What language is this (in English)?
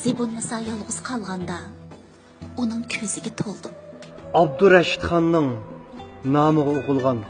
Uyghur